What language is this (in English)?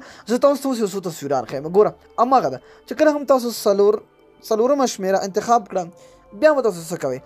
Pashto